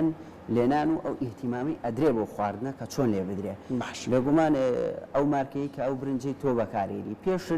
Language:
Central Kurdish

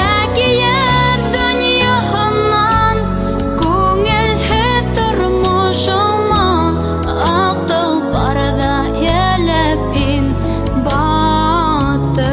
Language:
Bashkir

